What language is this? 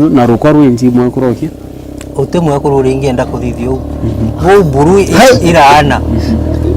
Meru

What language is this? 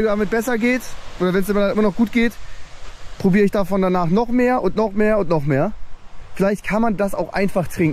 German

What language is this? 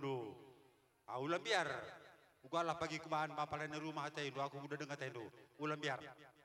Batak Karo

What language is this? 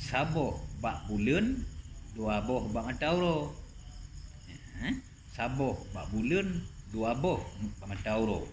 Achinese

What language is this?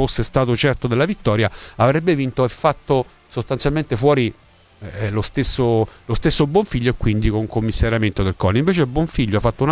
Italian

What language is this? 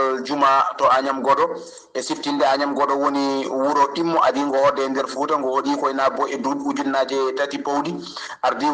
Fula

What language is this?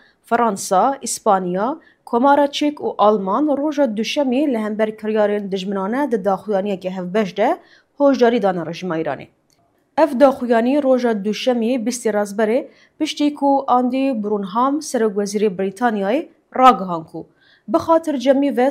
Kurdish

